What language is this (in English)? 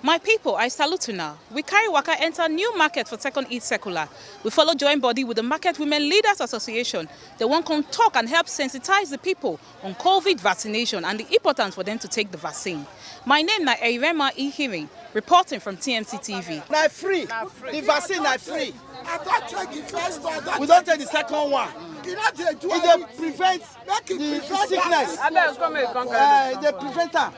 Nigerian Pidgin